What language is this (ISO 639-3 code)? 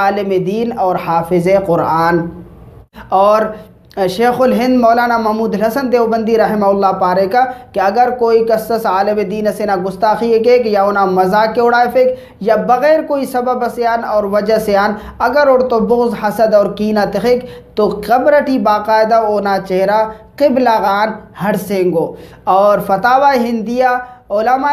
brh